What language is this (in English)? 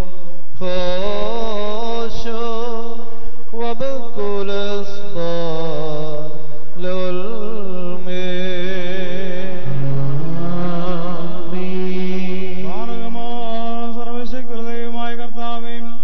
Malayalam